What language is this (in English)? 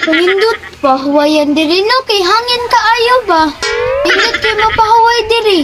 Cebuano